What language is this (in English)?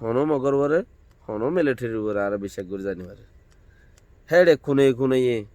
Rohingya